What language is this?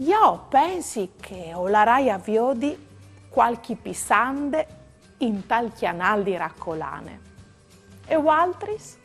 Friulian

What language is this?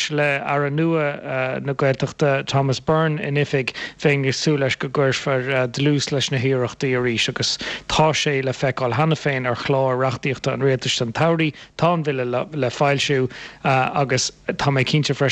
Irish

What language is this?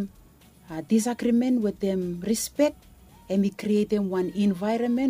Bislama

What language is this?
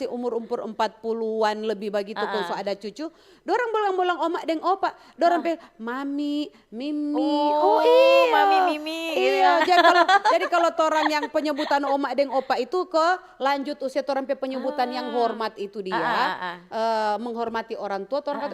Manado Malay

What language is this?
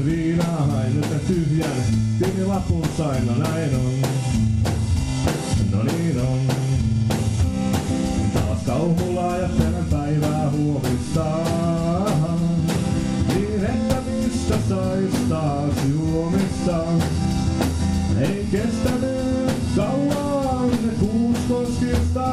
Finnish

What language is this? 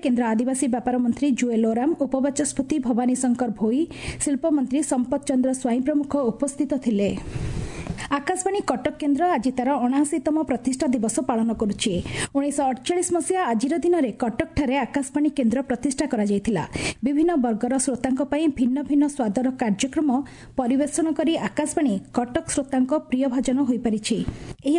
Odia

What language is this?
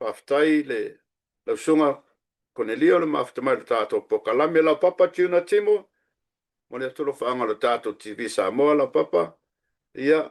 Samoan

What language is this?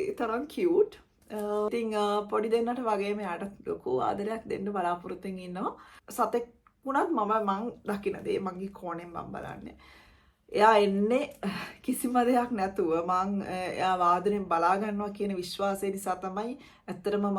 Sinhala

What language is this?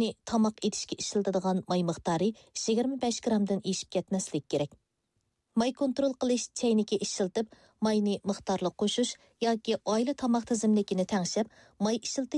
Uyghur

